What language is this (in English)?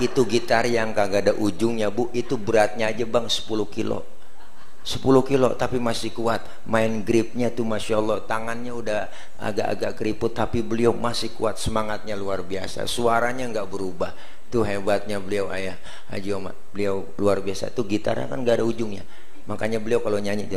Betawi